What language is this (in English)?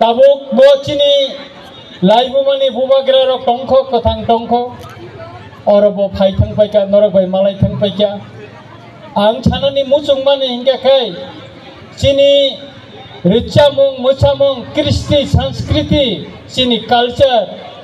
Kok Borok